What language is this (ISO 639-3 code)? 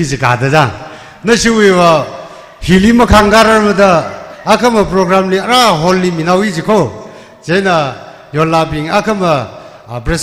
nmf